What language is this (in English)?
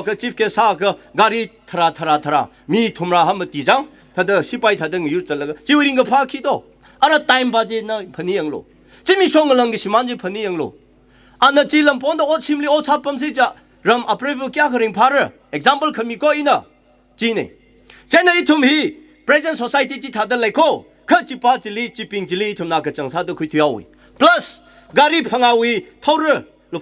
Tangkhul Naga (India)